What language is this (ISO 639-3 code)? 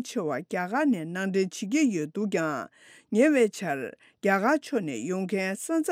bod